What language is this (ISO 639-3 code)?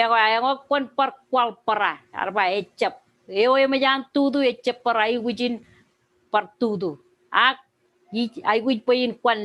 mah